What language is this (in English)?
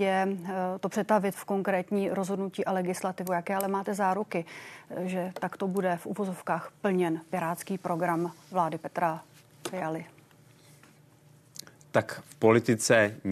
Czech